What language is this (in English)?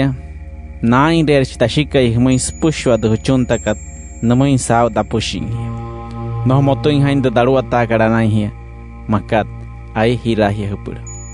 Wayuu